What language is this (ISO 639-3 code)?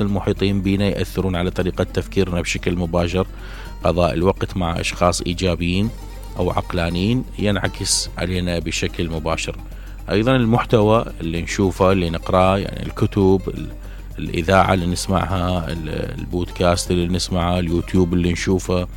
acm